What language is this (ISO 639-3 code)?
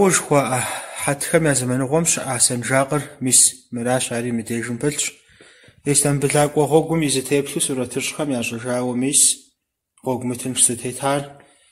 kbd